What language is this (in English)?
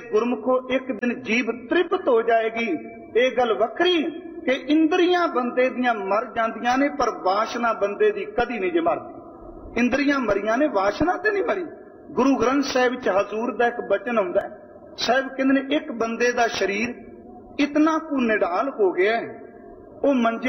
Punjabi